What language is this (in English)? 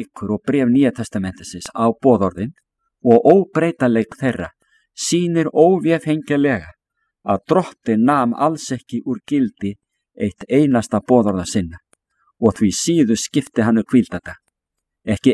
Icelandic